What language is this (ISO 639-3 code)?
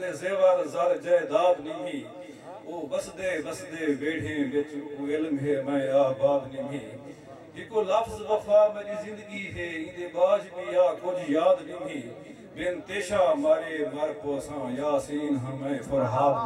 skr